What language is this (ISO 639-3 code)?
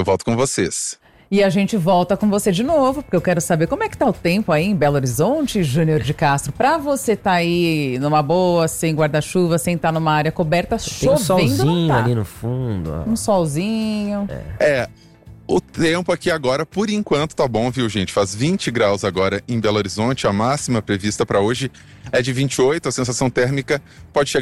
por